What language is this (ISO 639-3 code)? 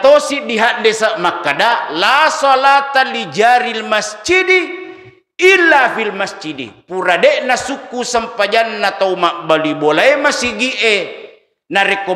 bug